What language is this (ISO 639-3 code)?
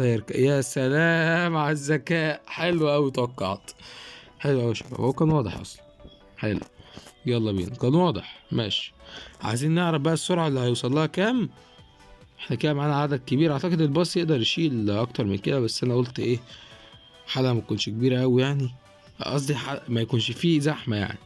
arz